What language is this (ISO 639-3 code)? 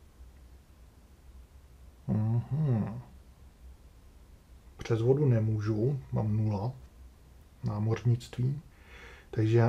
ces